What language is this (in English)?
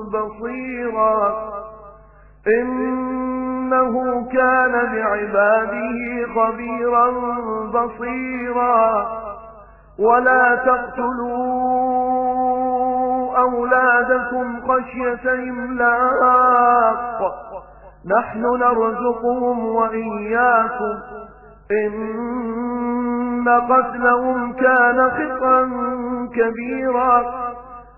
Arabic